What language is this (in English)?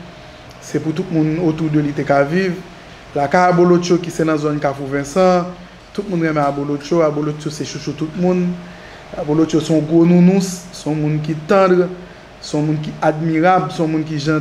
Haitian Creole